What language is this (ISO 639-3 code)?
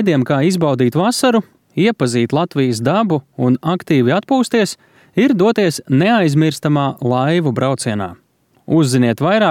lav